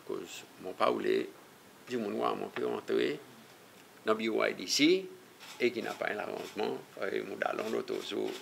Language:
Seselwa Creole French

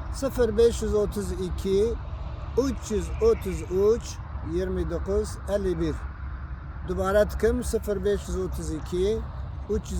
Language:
Kurdish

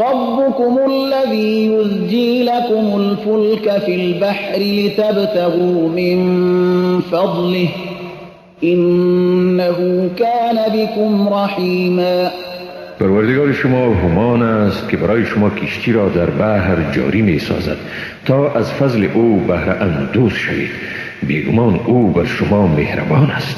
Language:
Persian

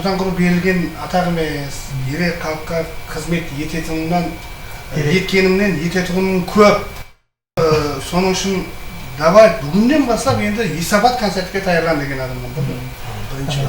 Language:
Kara-Kalpak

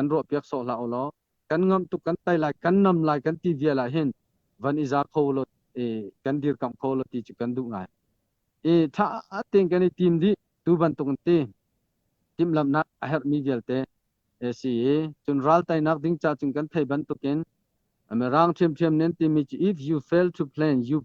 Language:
Hakha Chin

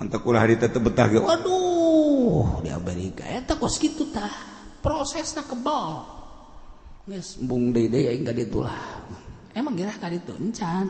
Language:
Sundanese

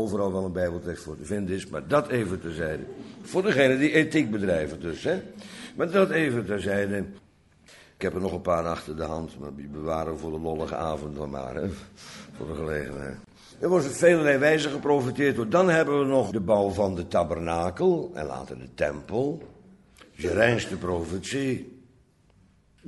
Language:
Dutch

